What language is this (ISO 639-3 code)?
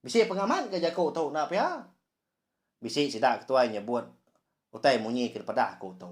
iba